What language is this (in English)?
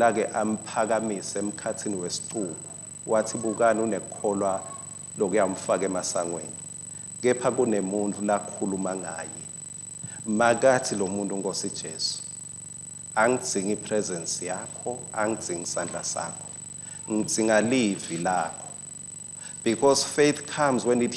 Swati